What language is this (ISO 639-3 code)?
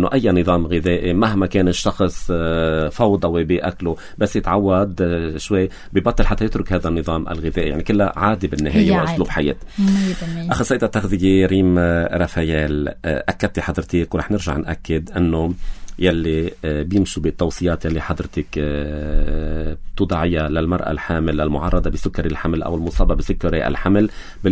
apc